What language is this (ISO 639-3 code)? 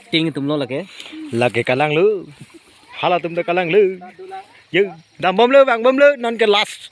mjw